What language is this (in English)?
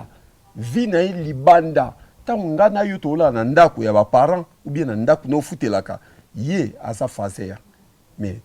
Lingala